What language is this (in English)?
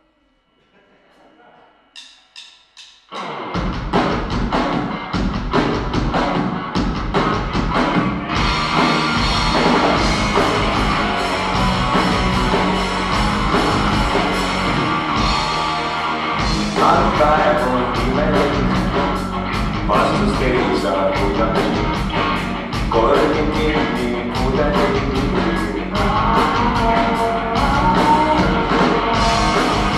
Estonian